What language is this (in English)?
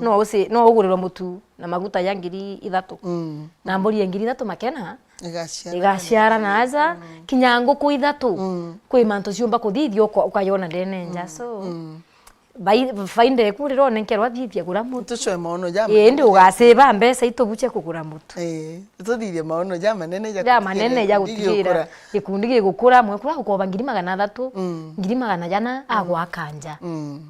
Meru